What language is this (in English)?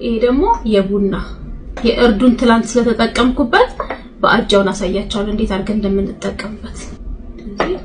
Amharic